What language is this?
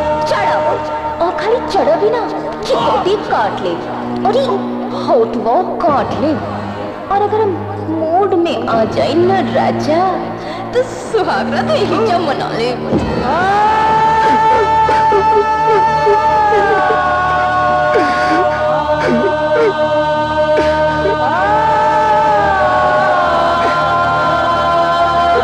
Bhojpuri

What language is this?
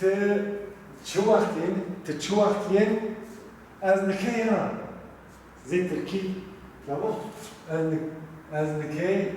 Zaza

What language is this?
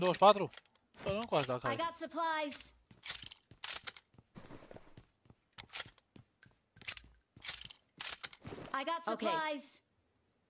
Romanian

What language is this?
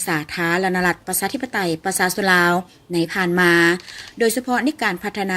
Lao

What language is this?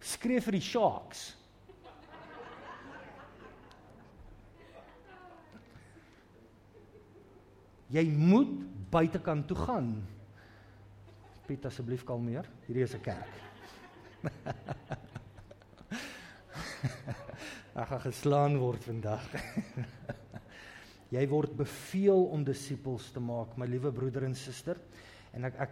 Afrikaans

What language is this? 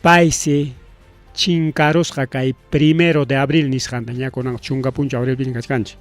Ayacucho Quechua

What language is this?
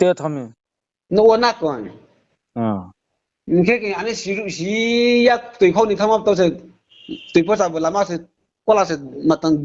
Riang (India)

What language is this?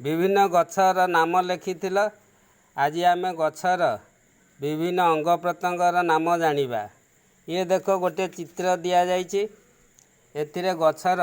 Odia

